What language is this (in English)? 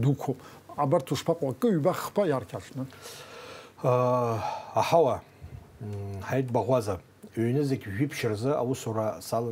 Abkhazian